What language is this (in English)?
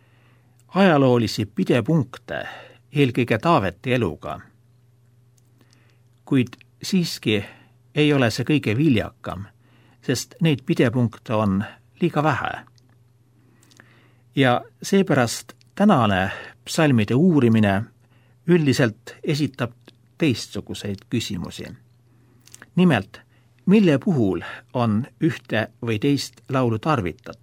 Estonian